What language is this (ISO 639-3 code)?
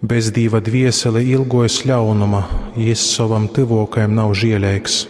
ltg